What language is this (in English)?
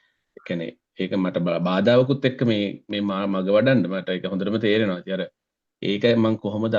Sinhala